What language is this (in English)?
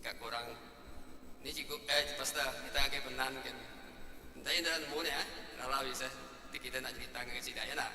Iban